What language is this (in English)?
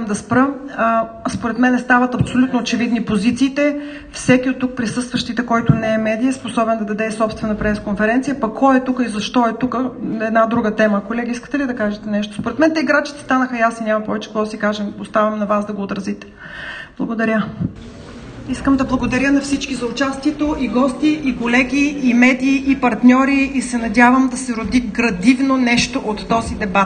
Bulgarian